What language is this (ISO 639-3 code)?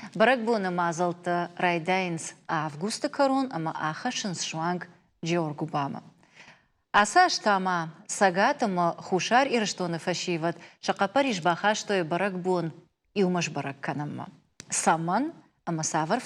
oss